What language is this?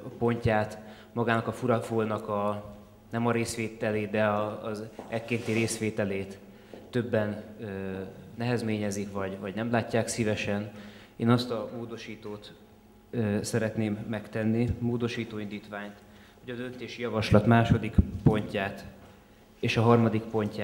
Hungarian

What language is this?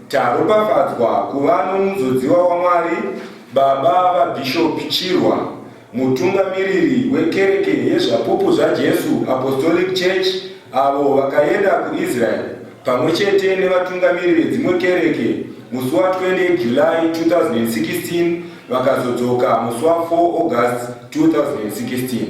Shona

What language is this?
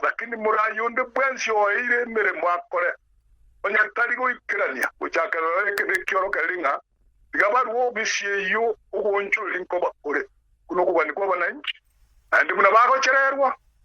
Gusii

